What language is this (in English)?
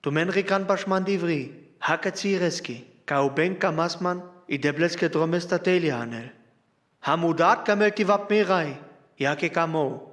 Sinte Romani